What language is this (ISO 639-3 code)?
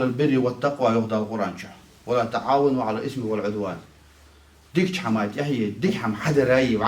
inh